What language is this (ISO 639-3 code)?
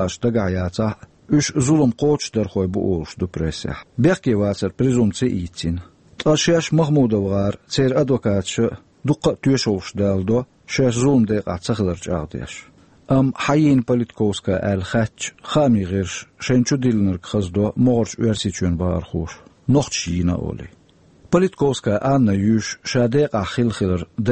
che